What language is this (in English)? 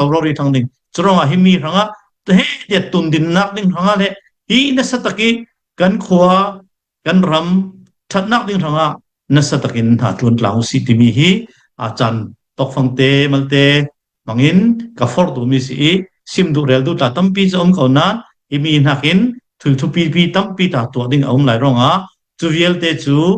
Falam Chin